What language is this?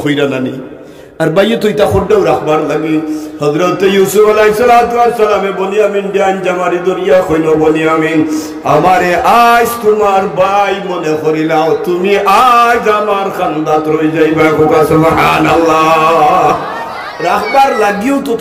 Sylheti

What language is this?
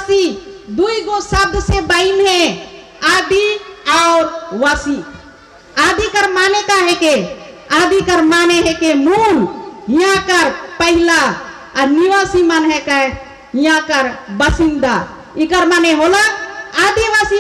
Sadri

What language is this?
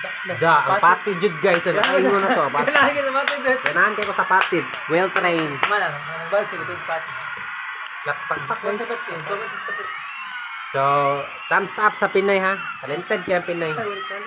Cebuano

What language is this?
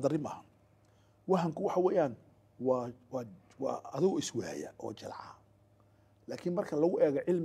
Somali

